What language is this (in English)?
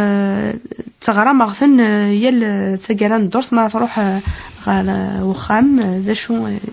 Kabyle